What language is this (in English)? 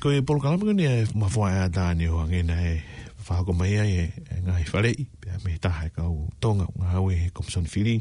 Tongan